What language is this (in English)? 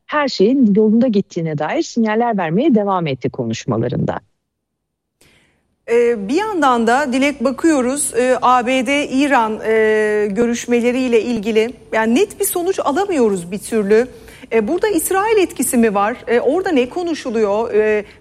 Turkish